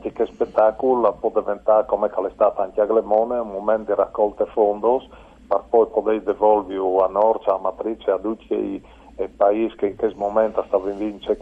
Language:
Friulian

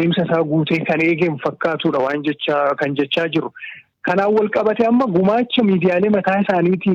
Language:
Oromo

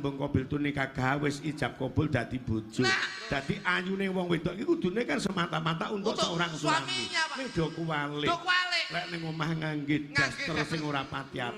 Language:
Javanese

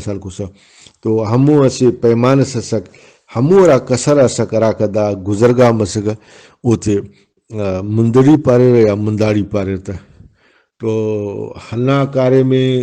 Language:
Brahui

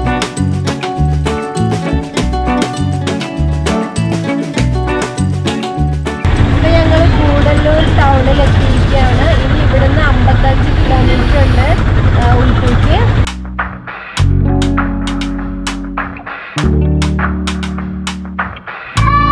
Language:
Malayalam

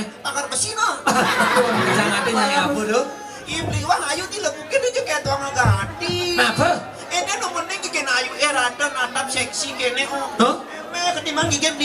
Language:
Balinese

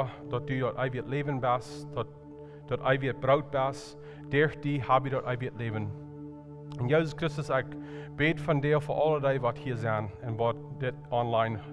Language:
Plautdietsch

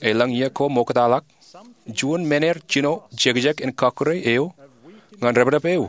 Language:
Marshallese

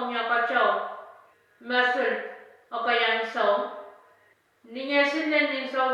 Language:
Pohnpeian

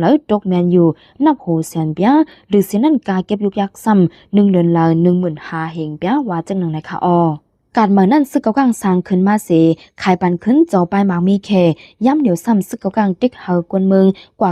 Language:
Shan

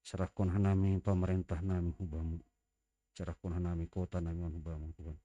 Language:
Batak Simalungun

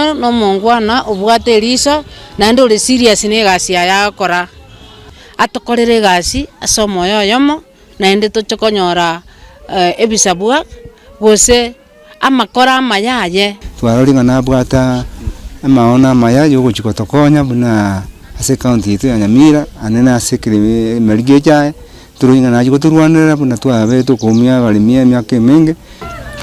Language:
Gusii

